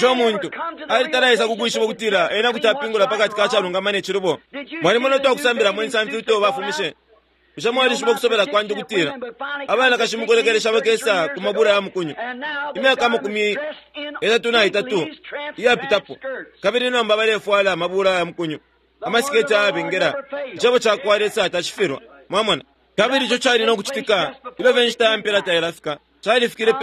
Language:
Bemba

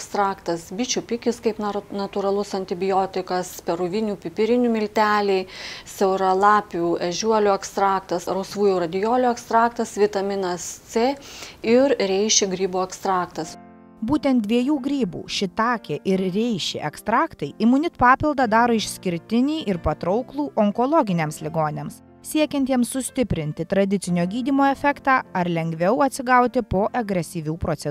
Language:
Lithuanian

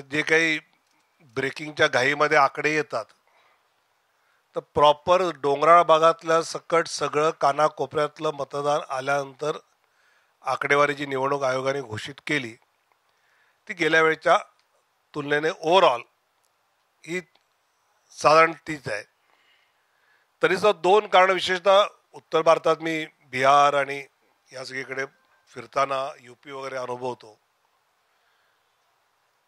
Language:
Marathi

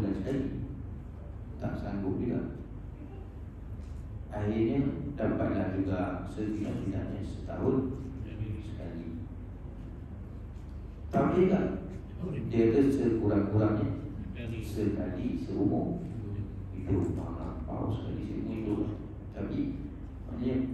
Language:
Malay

